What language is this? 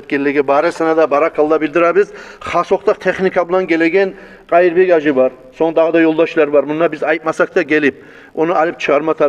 Kumyk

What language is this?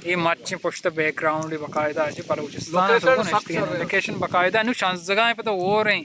Baluchi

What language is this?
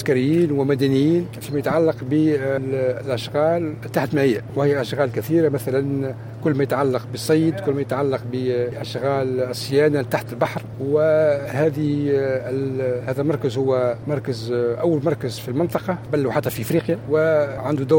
Tunisian Arabic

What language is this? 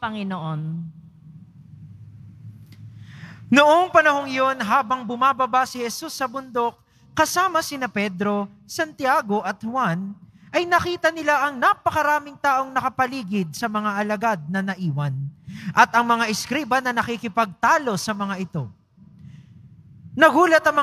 Filipino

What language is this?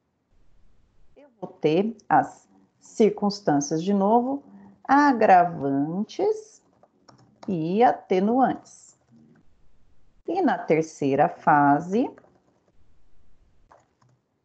Portuguese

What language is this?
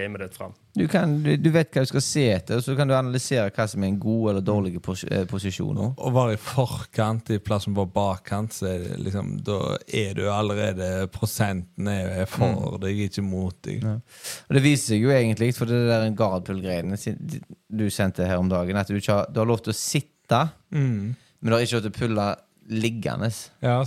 Norwegian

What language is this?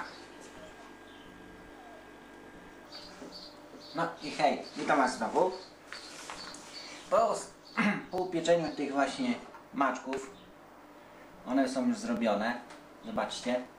Polish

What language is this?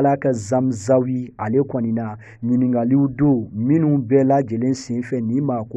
Bambara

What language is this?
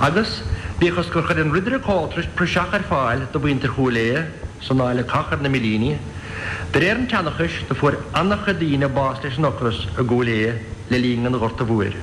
Irish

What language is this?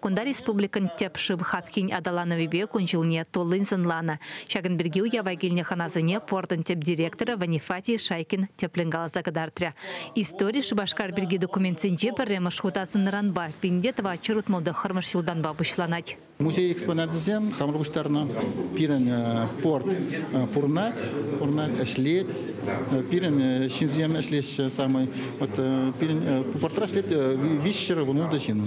Chuvash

